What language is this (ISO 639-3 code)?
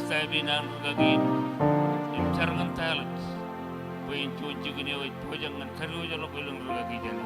mah